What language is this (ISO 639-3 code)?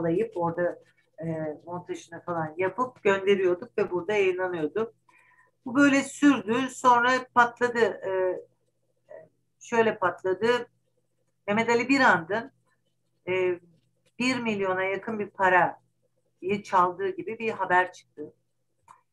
tur